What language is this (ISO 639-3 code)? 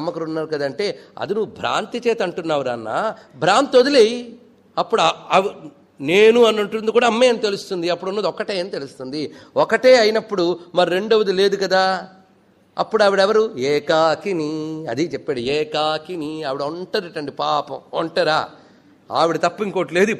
tel